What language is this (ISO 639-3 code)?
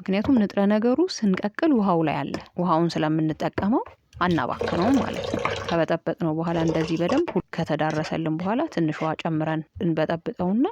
amh